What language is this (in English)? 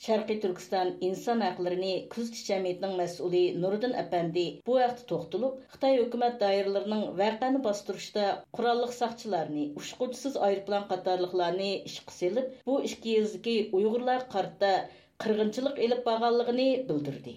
Uyghur